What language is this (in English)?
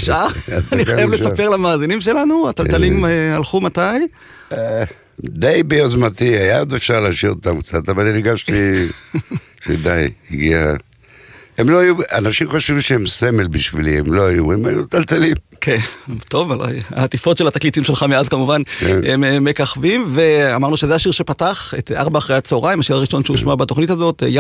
Hebrew